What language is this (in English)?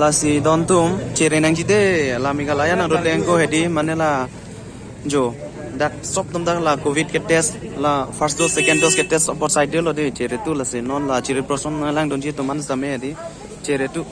Karbi